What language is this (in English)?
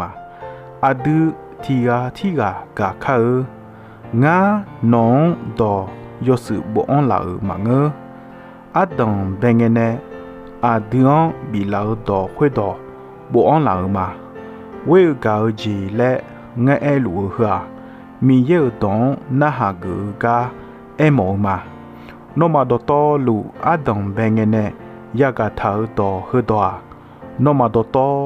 Akha